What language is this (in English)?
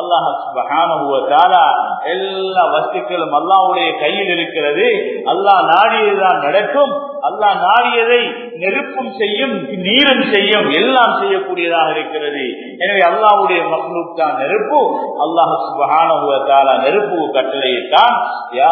Tamil